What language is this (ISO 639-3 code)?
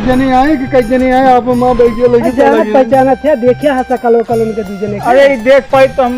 awa